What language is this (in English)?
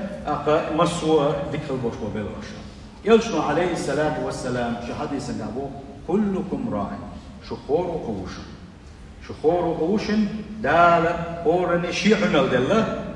Chechen